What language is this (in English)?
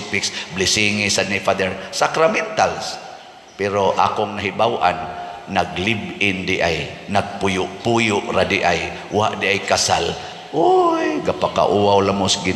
Cebuano